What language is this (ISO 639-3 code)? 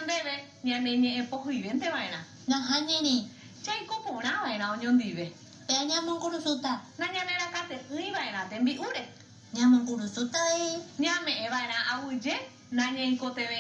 grn